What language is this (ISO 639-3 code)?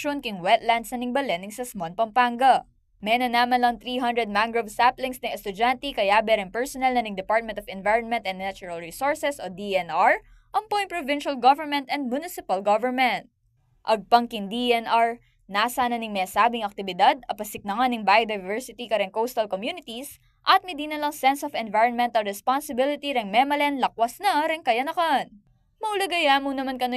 pam